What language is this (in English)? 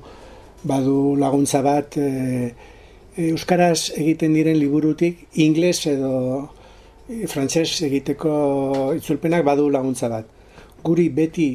Basque